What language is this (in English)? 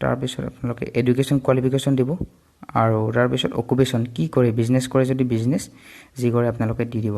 Assamese